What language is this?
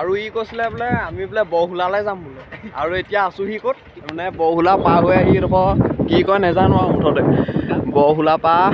Assamese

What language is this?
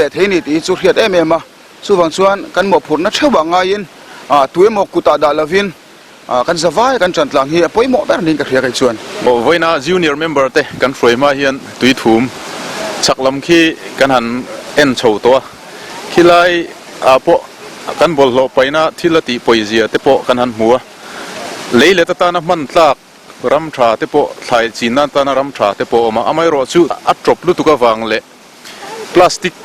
Mizo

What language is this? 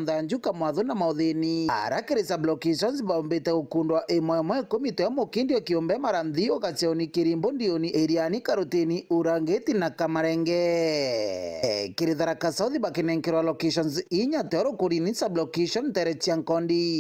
Meru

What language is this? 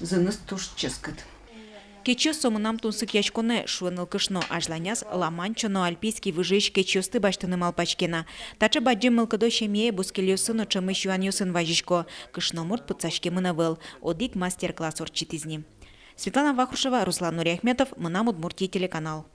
Udmurt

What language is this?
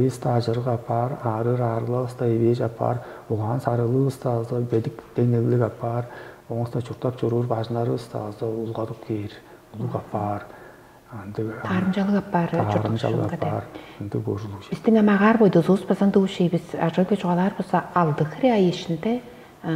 Tuvinian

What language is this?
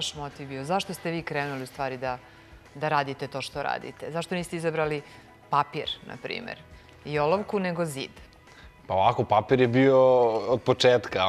Serbian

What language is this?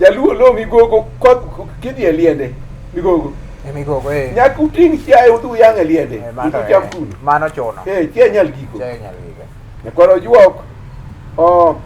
Luo (Kenya and Tanzania)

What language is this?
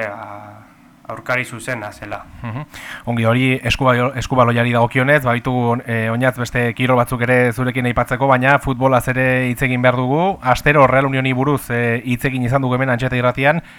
Basque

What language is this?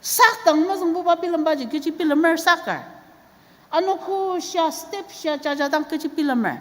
Ao Naga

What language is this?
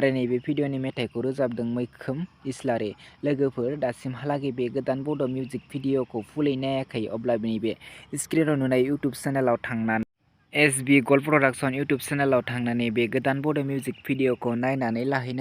Bodo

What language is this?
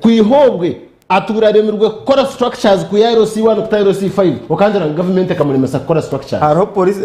Nyankole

